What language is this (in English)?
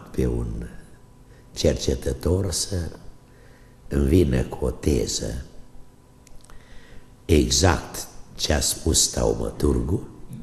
Romanian